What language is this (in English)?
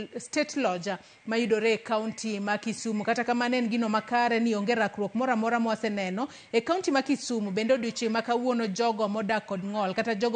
Luo (Kenya and Tanzania)